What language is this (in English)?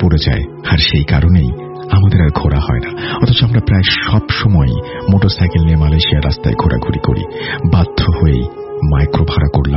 Bangla